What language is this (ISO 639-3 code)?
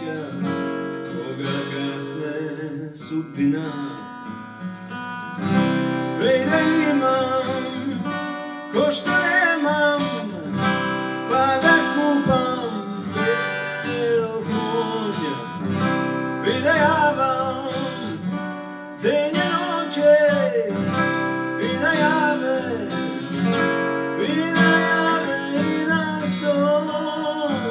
mkd